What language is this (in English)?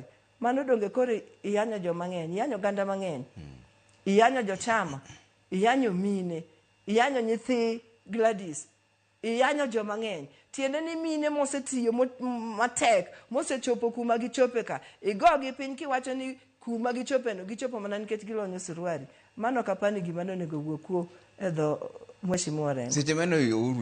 Luo (Kenya and Tanzania)